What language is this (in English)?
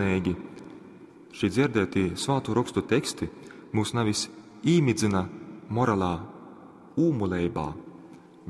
Latgalian